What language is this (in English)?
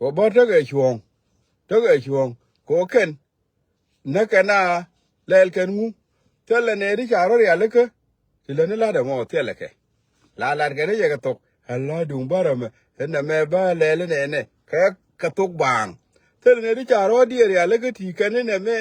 Nuer